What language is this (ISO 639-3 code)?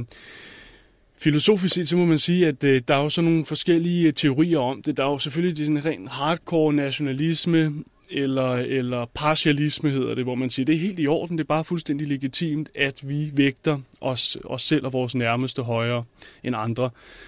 dan